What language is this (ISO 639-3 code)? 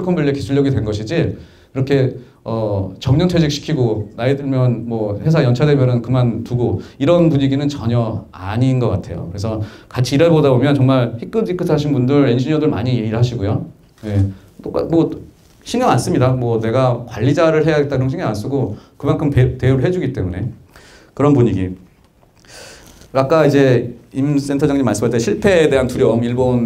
kor